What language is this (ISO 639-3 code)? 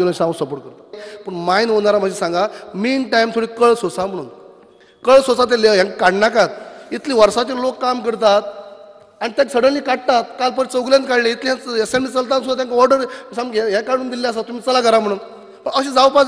kok